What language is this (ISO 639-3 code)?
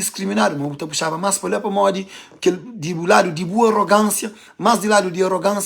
kea